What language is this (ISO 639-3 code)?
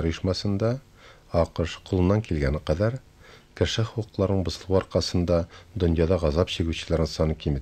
tat